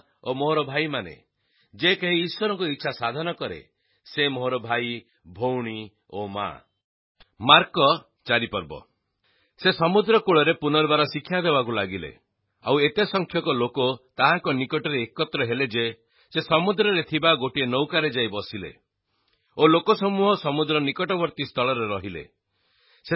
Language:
Odia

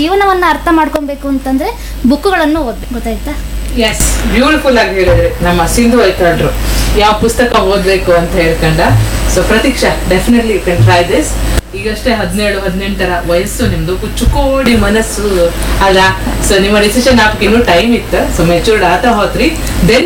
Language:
Kannada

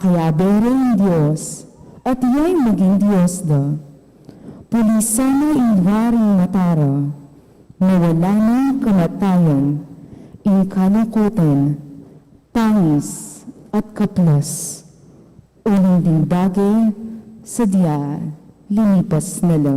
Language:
Pampanga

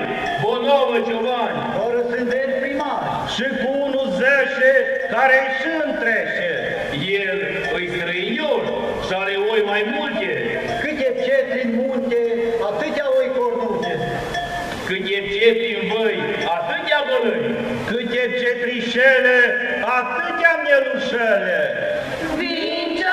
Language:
Romanian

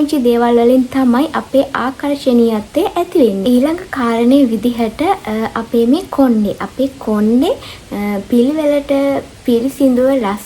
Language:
Sinhala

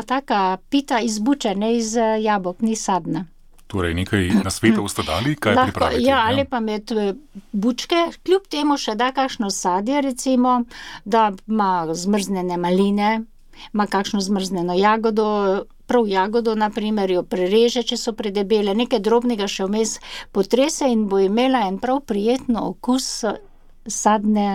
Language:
Slovenian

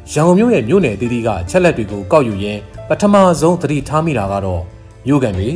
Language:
Burmese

